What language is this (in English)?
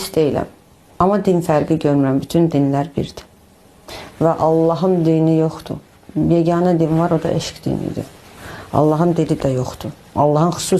Azerbaijani